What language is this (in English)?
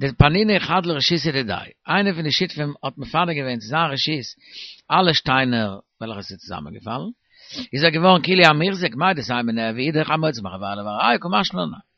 Yiddish